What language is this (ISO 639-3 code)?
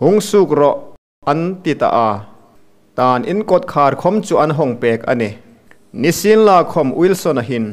hmr